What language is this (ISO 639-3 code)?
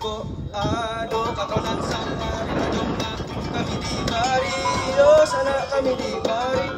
min